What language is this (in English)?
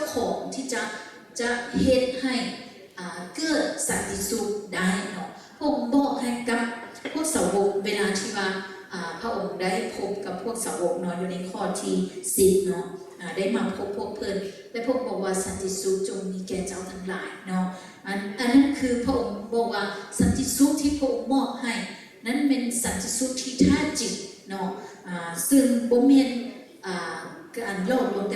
Lao